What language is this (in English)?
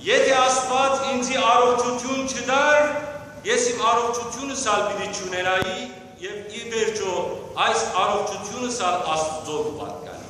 Western Armenian